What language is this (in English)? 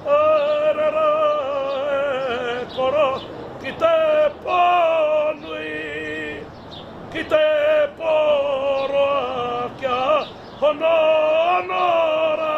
Māori